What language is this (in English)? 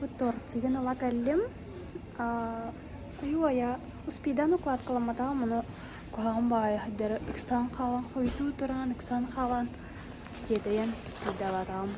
Yakut